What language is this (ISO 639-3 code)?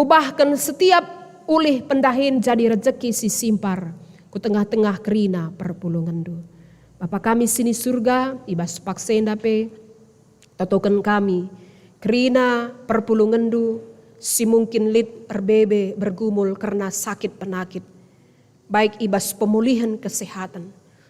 btx